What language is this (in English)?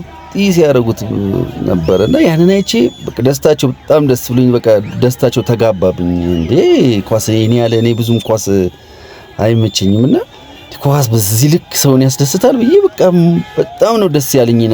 Amharic